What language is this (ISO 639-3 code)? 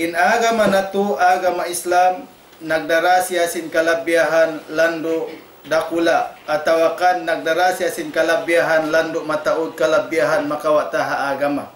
tsg